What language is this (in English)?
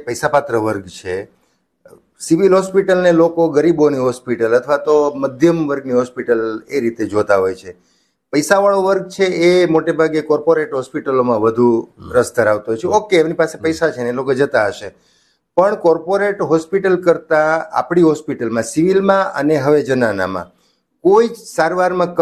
Gujarati